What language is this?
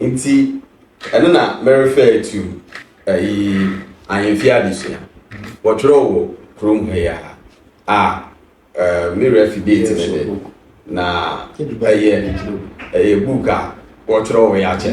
Akan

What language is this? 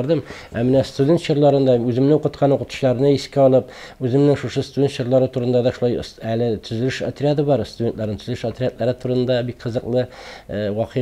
Tatar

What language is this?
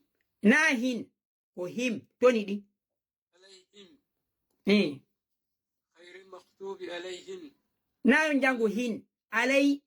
Fula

